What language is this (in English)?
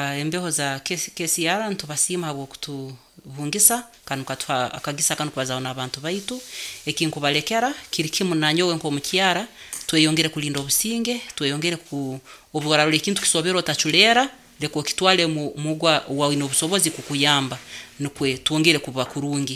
Nyoro